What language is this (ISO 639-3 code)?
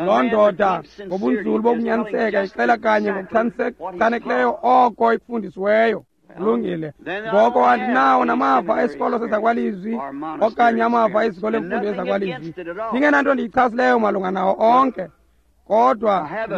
xho